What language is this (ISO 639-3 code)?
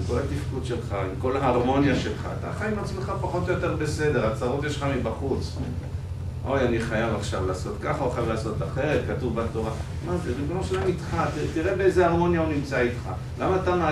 heb